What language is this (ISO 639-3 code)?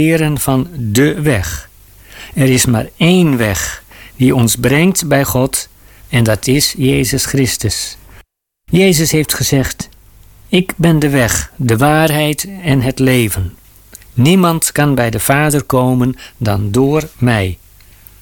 nld